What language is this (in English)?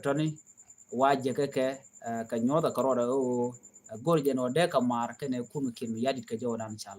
Nuer